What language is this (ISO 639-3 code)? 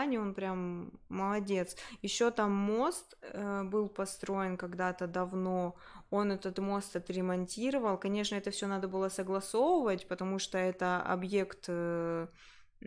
rus